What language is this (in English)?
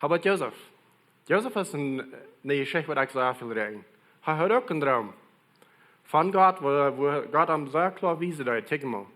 Plautdietsch